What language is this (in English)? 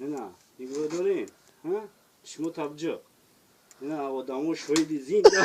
Tajik